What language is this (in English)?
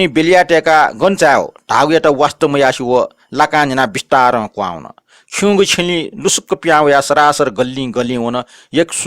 Newari